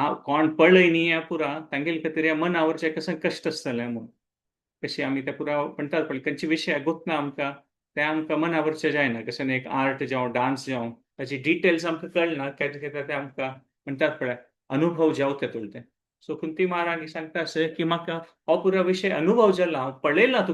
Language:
Konkani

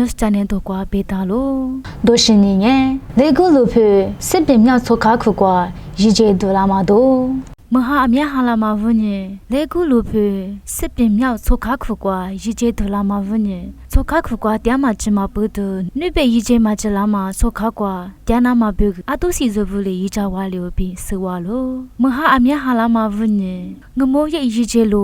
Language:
Lisu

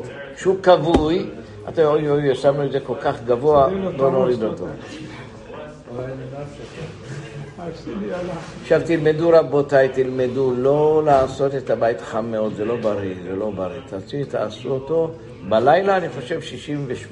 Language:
Hebrew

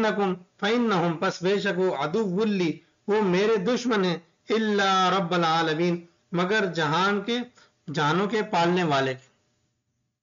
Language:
Urdu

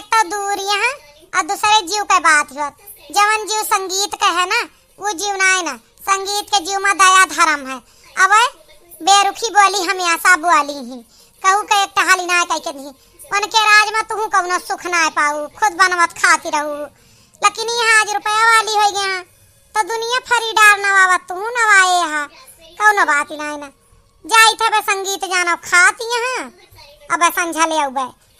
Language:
Awadhi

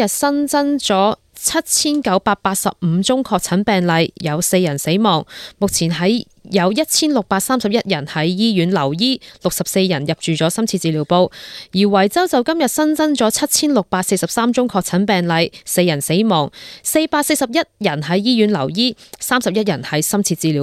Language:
Cantonese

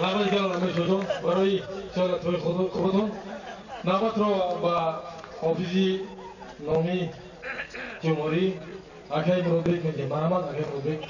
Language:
Tajik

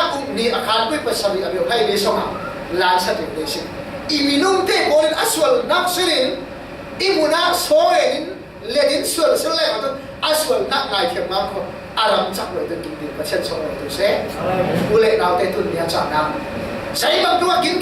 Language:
Falam Chin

